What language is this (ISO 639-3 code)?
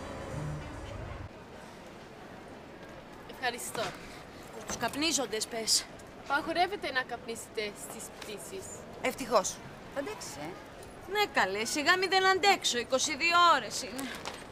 ell